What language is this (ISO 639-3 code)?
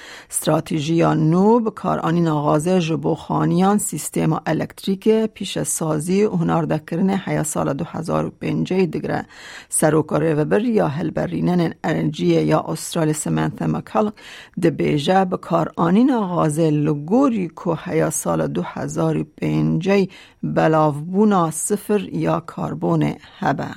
kur